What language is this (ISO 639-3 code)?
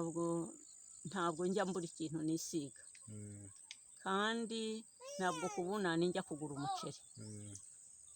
kin